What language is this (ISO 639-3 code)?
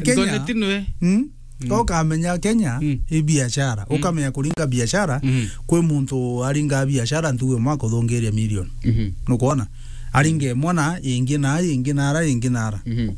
mer